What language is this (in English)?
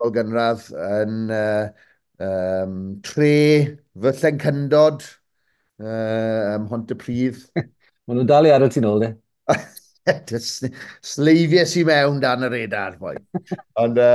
Welsh